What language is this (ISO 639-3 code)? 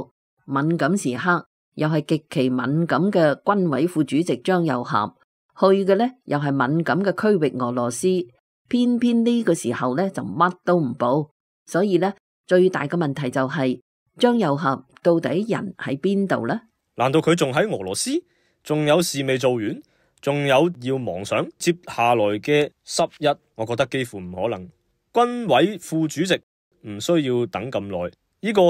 yue